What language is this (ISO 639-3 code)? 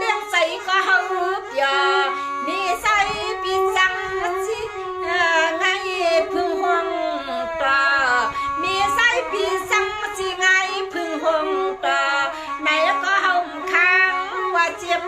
shn